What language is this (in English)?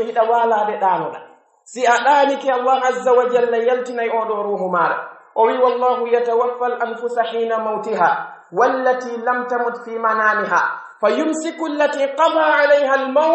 Pular